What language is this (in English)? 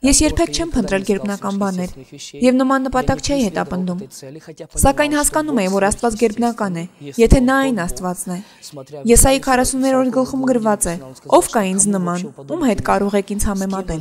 Armenian